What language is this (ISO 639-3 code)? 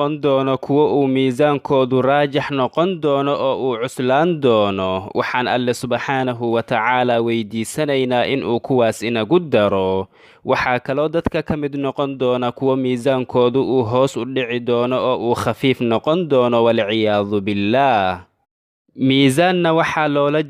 som